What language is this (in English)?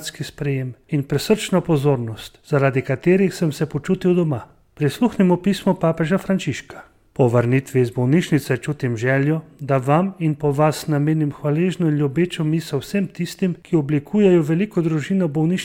Slovenian